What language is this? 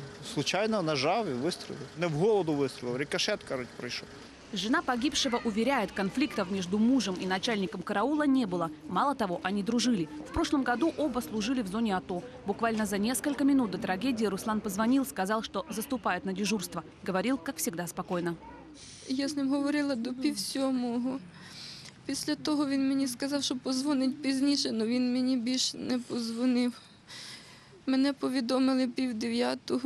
Russian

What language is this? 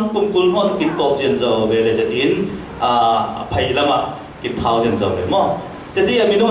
Falam Chin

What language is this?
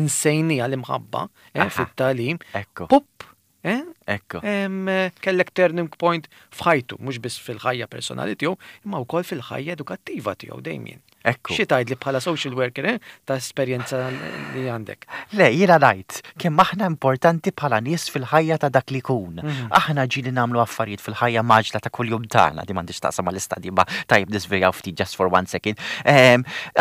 Maltese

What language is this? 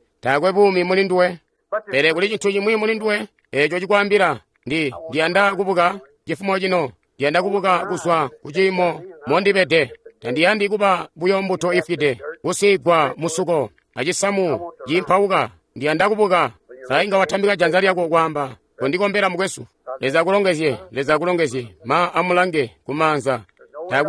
Tonga (Zambia)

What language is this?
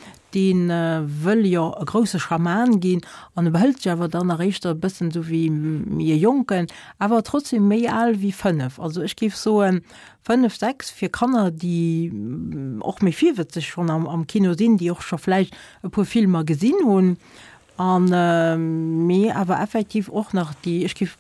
Luxembourgish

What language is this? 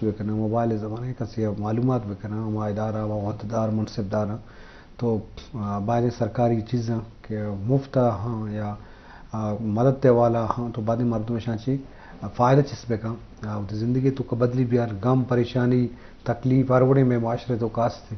Eastern Balochi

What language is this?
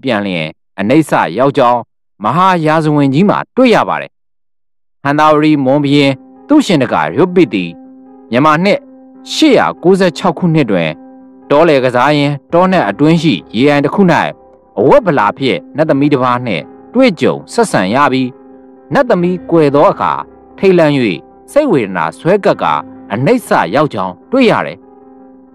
Burmese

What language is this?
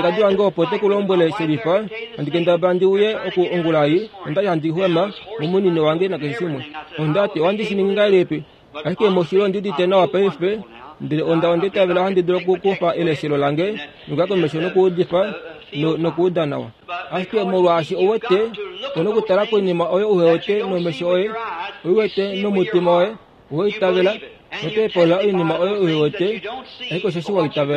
Kuanyama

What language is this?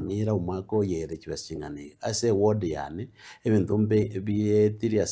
Gusii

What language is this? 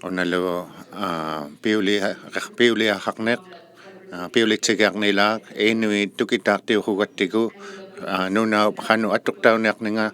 Inuktitut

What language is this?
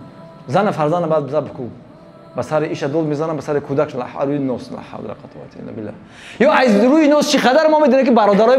Tajik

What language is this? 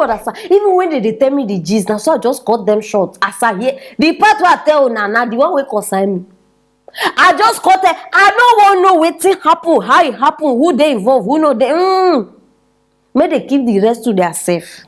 Nigerian Pidgin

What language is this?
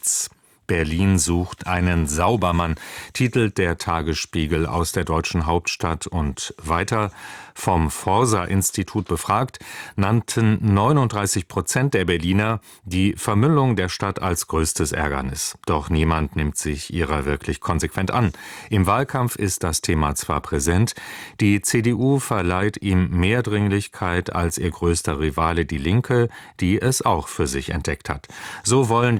German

